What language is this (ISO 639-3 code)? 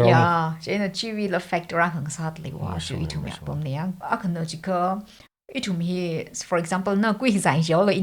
nmf